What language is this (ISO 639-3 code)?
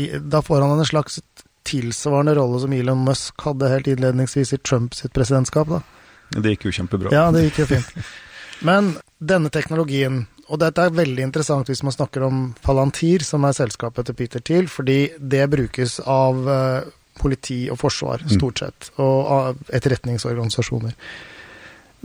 nor